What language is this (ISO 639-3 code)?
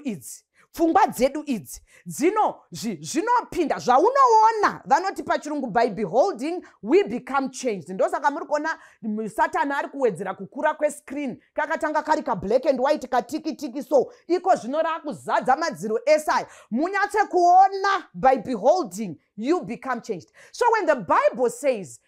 sna